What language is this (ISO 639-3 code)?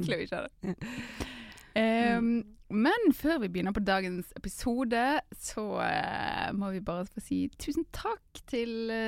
nor